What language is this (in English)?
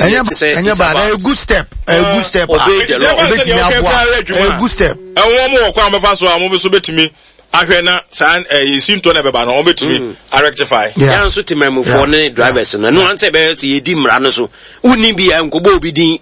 Akan